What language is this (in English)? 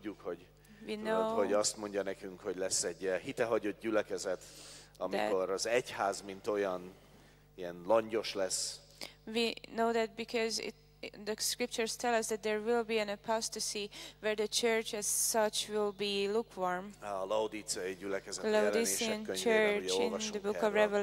Hungarian